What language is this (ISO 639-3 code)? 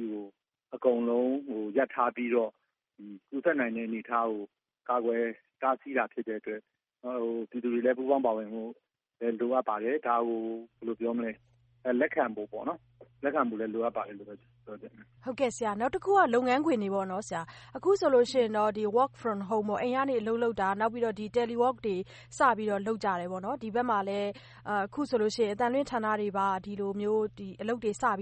mya